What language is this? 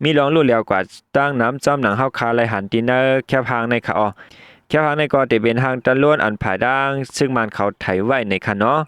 Shan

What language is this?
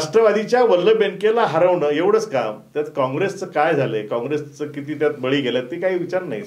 Marathi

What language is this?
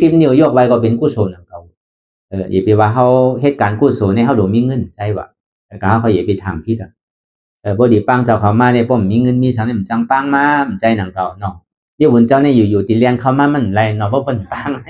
Shan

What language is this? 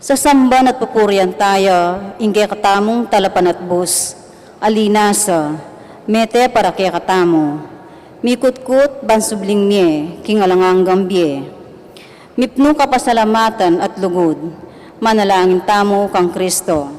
Pampanga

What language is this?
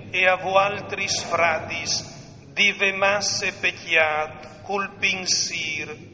Friulian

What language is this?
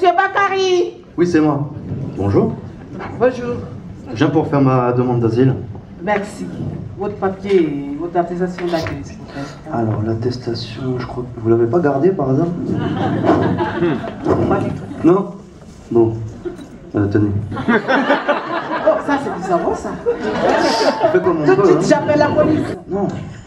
French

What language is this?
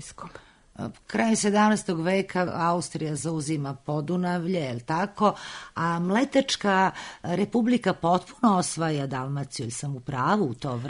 Serbian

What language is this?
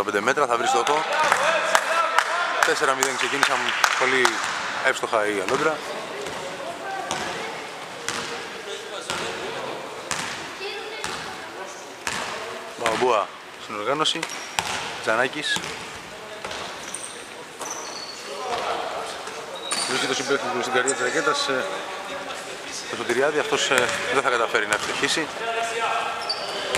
Greek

